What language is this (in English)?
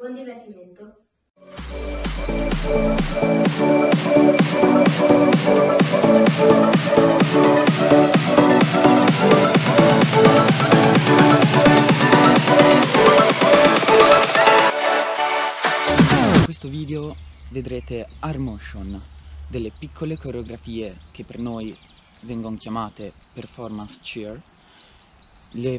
Italian